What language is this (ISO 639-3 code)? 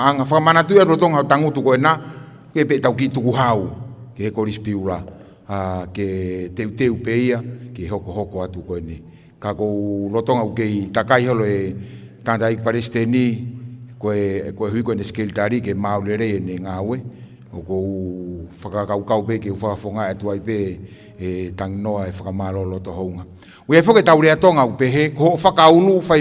ton